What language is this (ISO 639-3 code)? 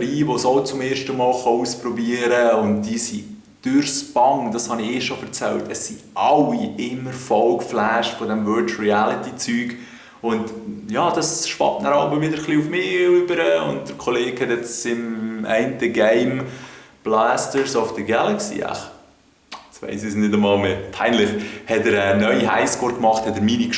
gsw